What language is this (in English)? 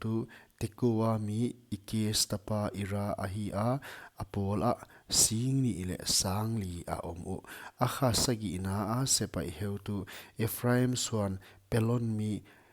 Paite Chin